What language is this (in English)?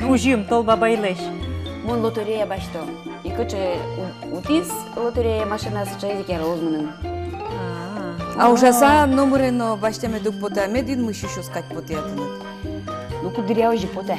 Udmurt